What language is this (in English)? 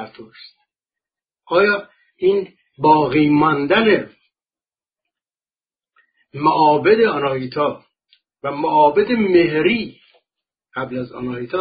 Persian